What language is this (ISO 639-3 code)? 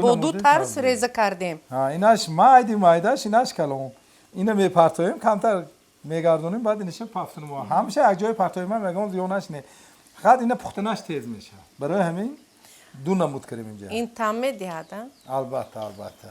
tgk